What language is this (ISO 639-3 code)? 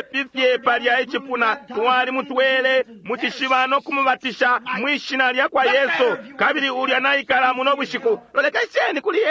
bem